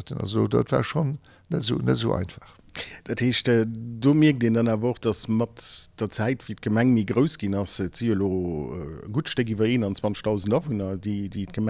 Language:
Luxembourgish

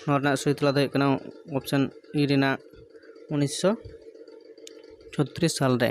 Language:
Santali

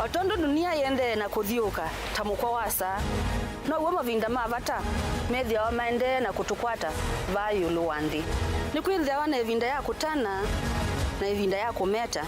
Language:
Kamba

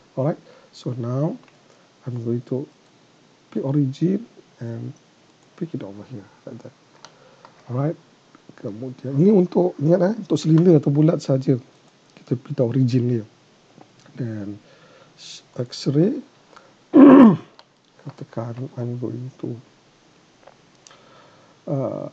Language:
Malay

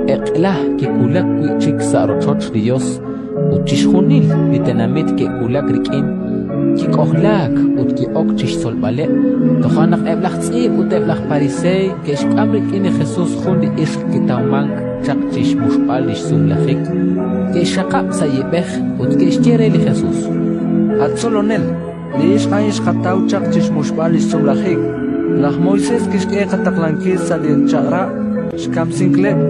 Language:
Kekchí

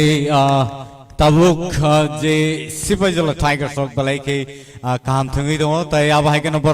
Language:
Kok Borok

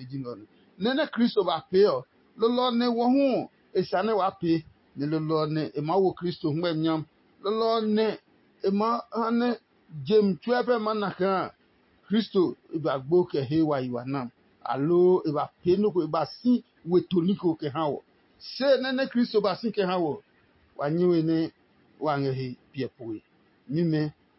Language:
Adangme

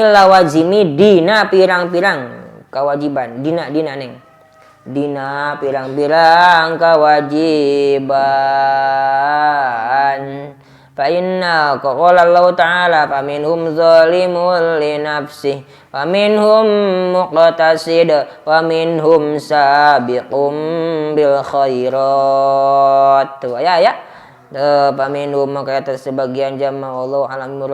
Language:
Sundanese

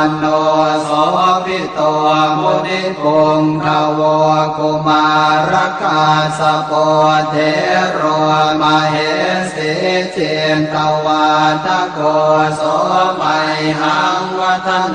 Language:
Pali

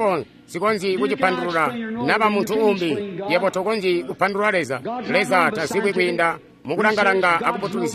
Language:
Tonga (Zambia)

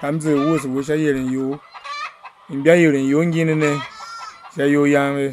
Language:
Tiv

